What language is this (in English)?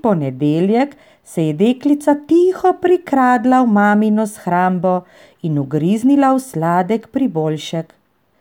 Slovenian